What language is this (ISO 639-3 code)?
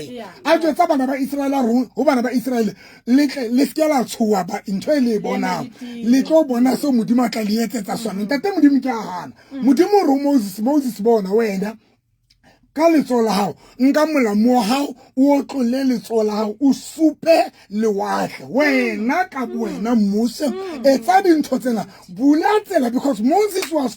sot